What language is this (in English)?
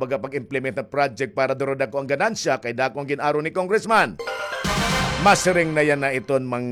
Waray